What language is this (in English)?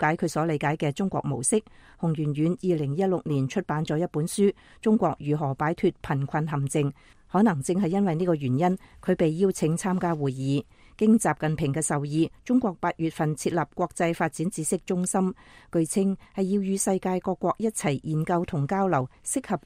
Cantonese